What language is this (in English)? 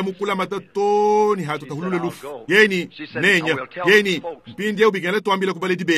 Luba-Lulua